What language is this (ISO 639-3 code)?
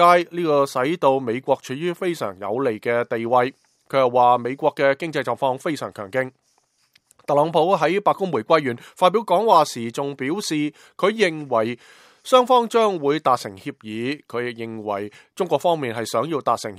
yue